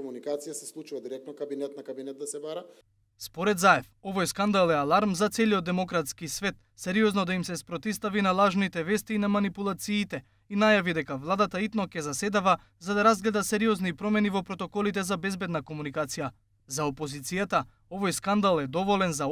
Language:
Macedonian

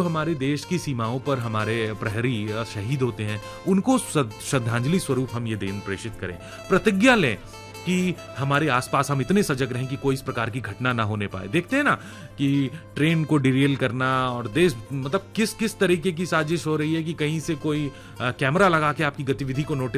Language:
Hindi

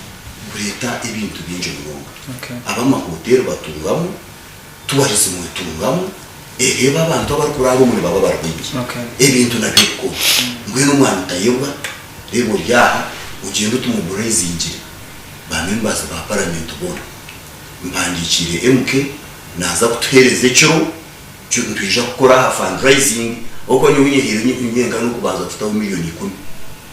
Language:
Nyankole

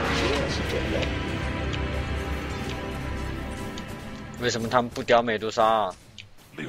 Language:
Chinese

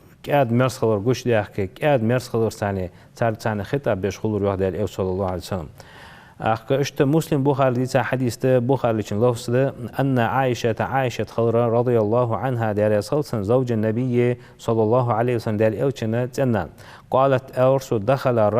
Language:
Ingush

